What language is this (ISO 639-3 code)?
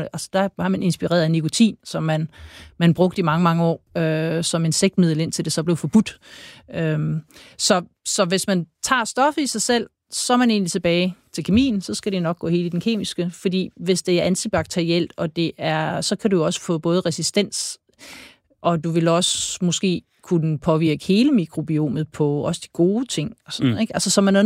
dan